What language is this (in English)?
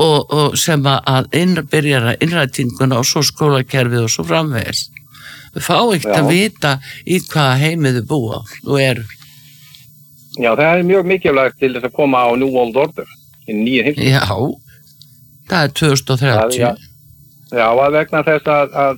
Icelandic